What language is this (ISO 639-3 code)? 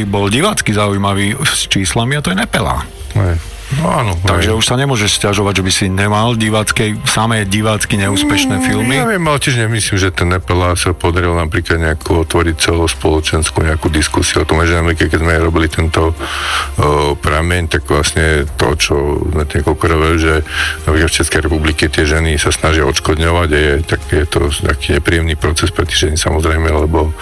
slk